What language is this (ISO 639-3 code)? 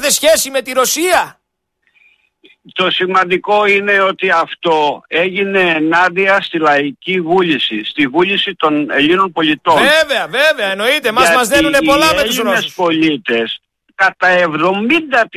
ell